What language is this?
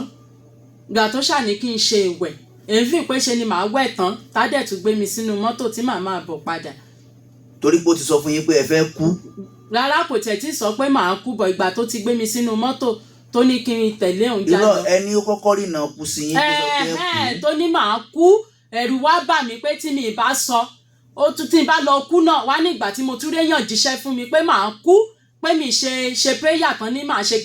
Yoruba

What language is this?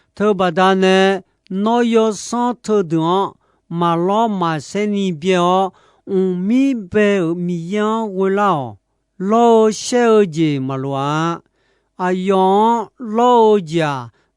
Akha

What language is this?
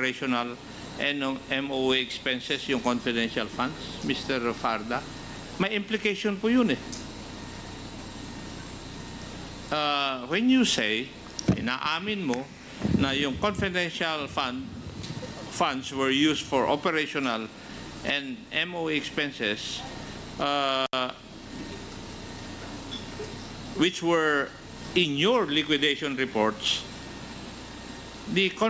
Filipino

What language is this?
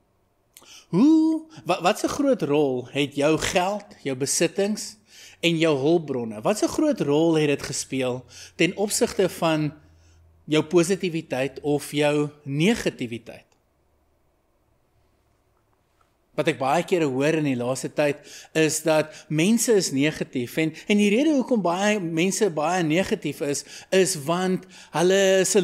Afrikaans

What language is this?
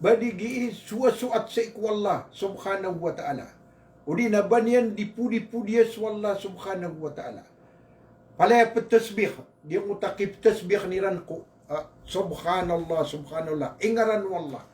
Maranao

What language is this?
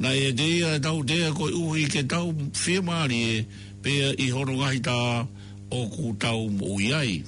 Tongan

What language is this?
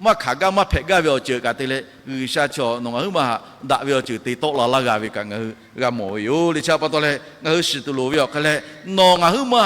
Lahu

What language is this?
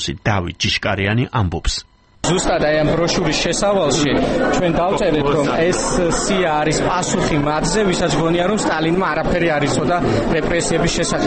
Georgian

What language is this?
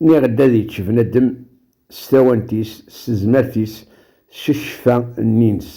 Kabyle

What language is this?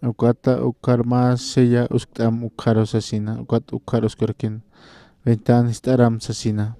Aymara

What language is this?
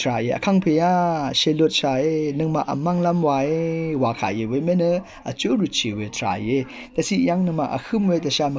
Rawang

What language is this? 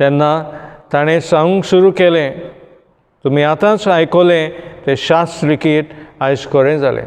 Konkani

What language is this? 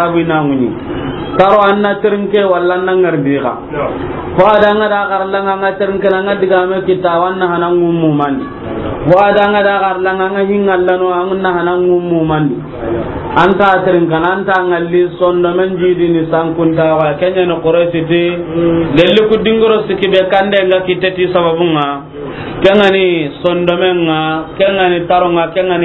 Soninke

